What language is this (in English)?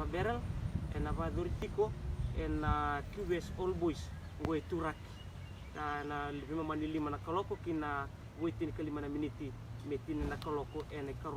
Fijian